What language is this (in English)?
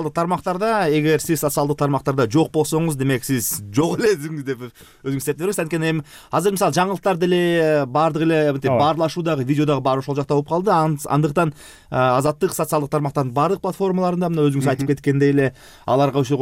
Kyrgyz